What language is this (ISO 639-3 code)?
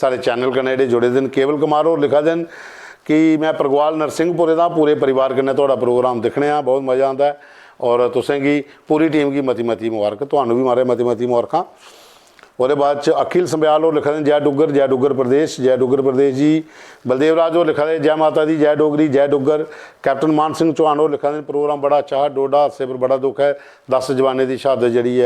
doi